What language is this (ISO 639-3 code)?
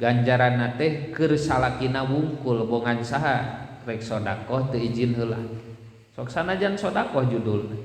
sun